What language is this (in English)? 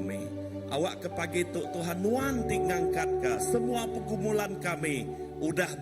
Iban